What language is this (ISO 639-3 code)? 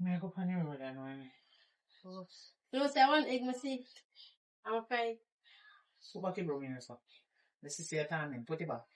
jam